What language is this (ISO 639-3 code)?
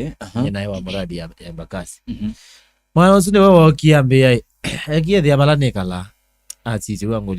kam